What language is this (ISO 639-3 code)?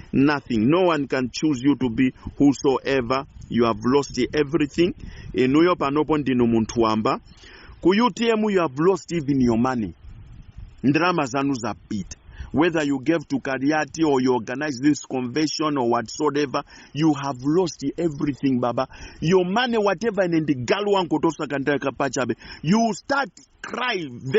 nya